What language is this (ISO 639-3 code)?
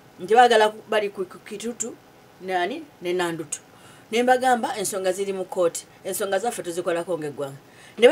lug